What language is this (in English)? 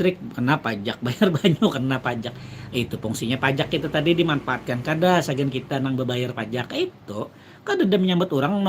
Banjar